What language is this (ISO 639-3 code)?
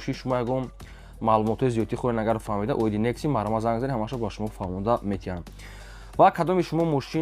tgk